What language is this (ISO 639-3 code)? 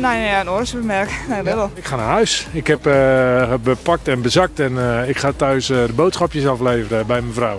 fry